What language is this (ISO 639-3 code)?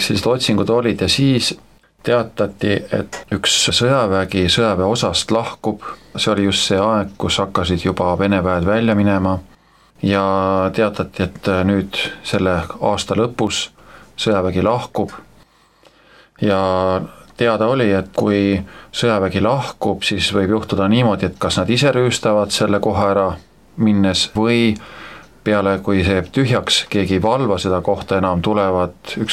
est